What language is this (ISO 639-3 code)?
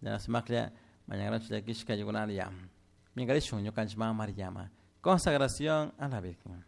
qug